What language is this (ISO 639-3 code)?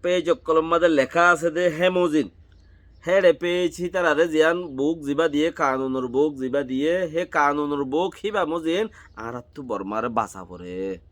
rhg